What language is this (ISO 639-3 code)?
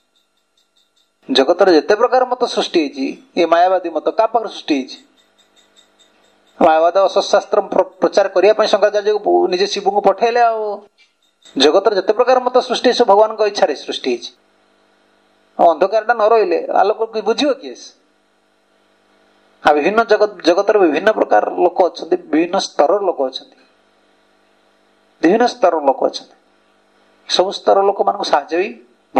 ori